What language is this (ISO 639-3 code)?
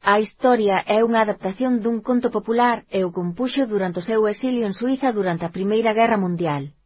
glg